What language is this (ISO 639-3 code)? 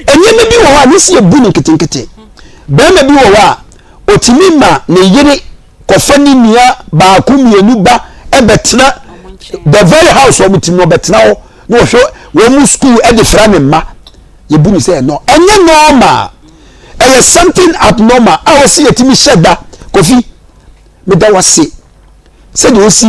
aka